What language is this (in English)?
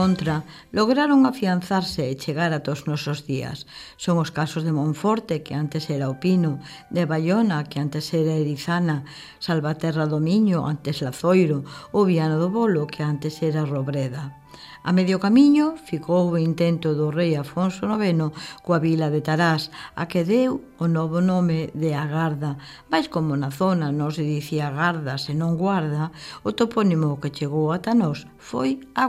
Galician